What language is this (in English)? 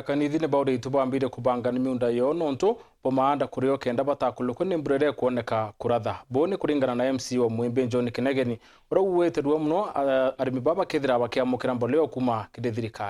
Meru